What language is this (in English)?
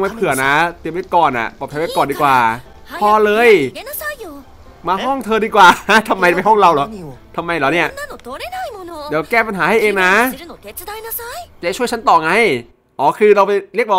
Thai